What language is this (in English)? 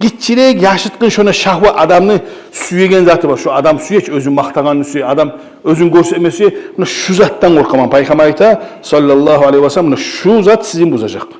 Kumyk